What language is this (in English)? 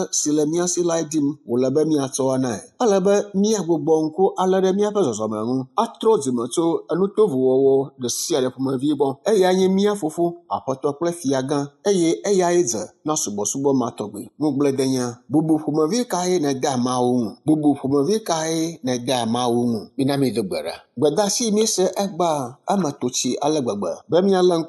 Ewe